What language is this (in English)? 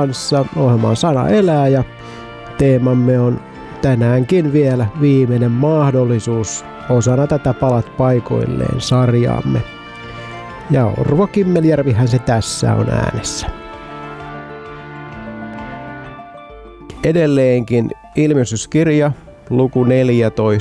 Finnish